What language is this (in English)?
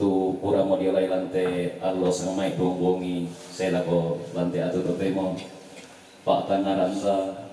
Toraja-Sa'dan